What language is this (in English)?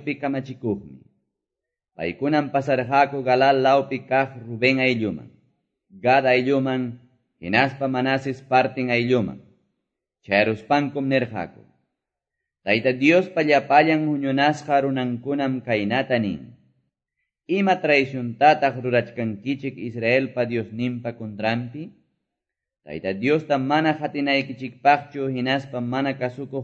Quechua